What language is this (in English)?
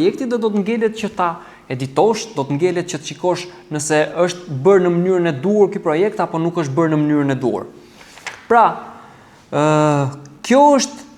Albanian